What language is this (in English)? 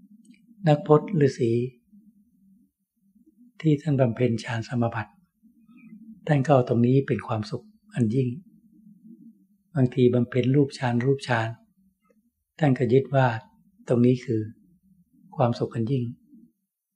Thai